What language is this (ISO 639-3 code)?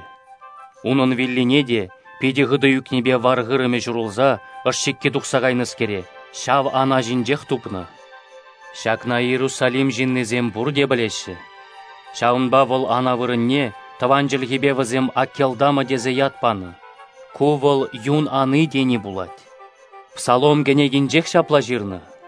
chv